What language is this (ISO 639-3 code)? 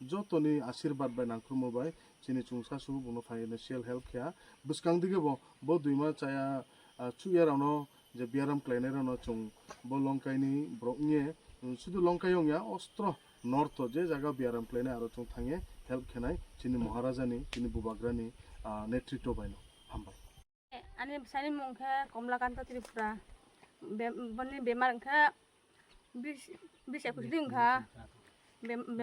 ria